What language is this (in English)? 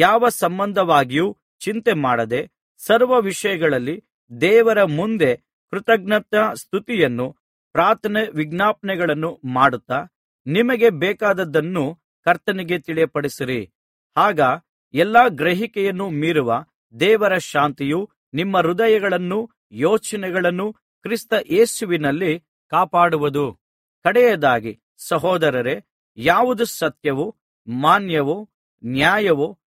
Kannada